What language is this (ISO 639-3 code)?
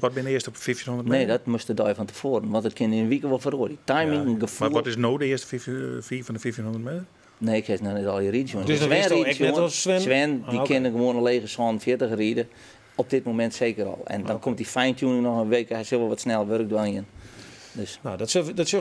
fry